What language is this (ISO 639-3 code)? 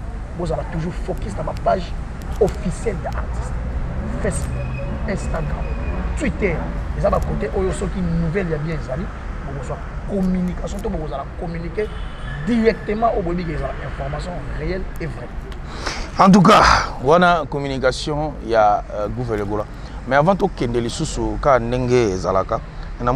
lin